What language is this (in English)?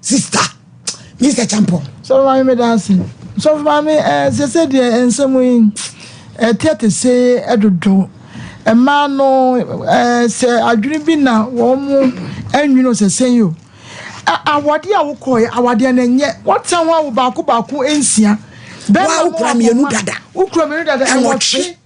Akan